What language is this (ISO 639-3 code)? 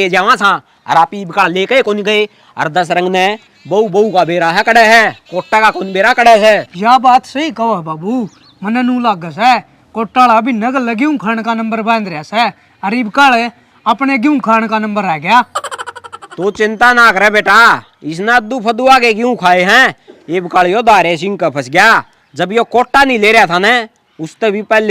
bgc